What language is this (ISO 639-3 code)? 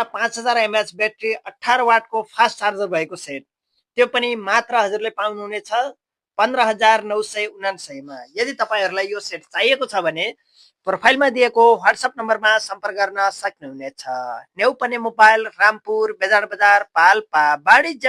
nep